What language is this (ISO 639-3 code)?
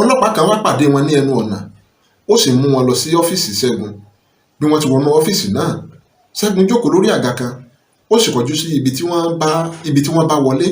yor